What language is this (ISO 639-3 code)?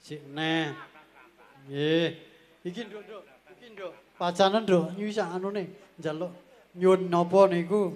jav